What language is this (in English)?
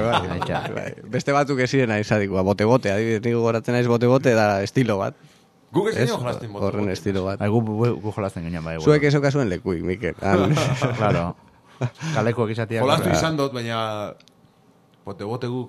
Basque